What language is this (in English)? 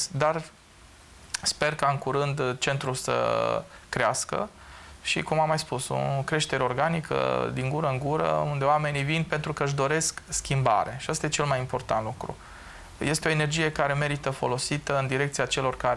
Romanian